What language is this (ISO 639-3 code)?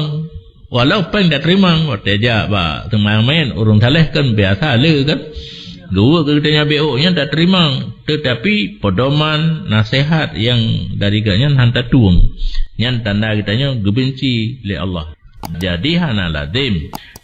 ace